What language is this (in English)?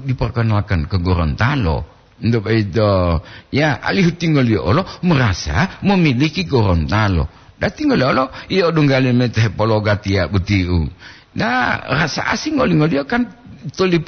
Gorontalo